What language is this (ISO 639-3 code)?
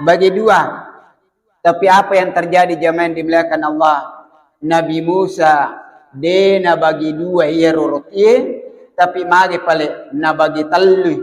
bug